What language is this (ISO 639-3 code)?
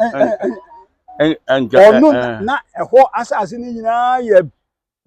aka